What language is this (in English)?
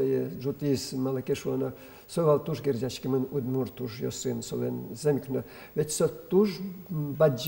Udmurt